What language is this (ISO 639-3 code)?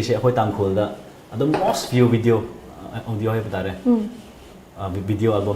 nmf